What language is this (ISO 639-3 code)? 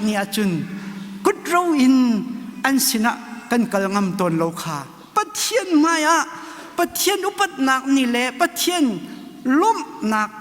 cnh